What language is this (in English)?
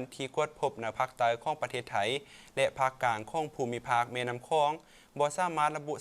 Lao